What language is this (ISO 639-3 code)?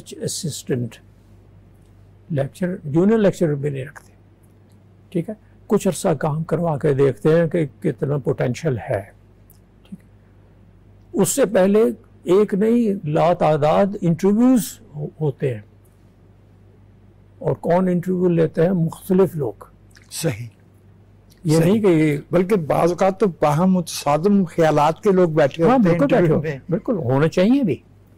urd